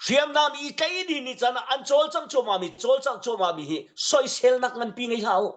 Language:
Hakha Chin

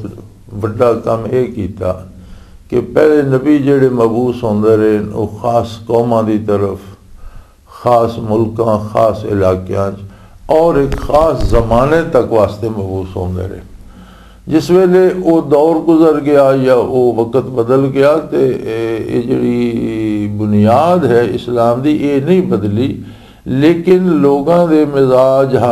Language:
Western Panjabi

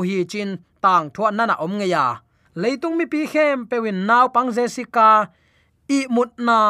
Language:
Tedim Chin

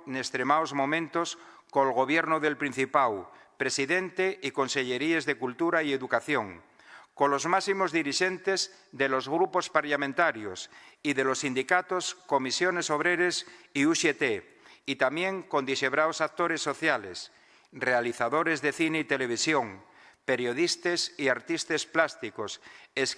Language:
Asturian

